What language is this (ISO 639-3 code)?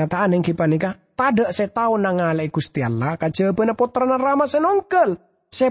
mad